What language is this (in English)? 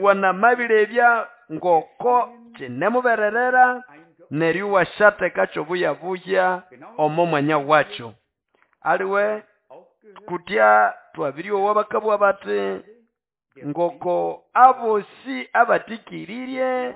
Nande